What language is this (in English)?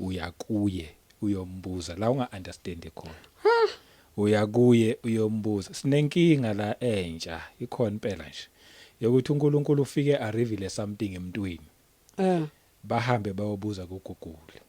Zulu